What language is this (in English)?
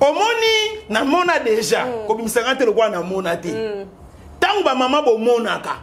Lingala